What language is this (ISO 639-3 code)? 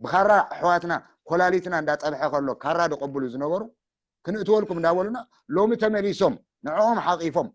tir